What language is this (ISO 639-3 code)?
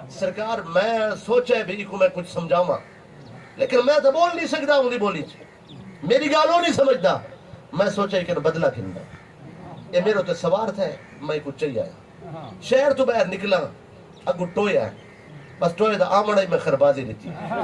skr